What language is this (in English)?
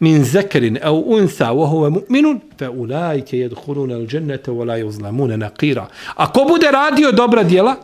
Bosnian